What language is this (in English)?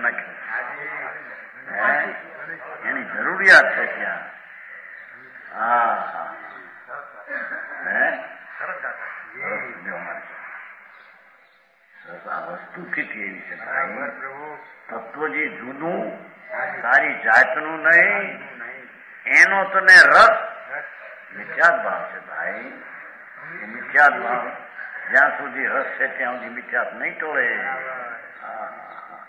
Gujarati